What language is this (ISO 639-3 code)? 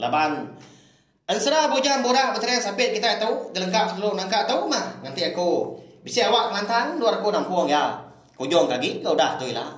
iba